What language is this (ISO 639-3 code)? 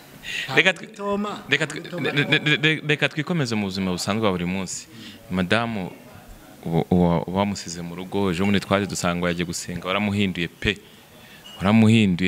kin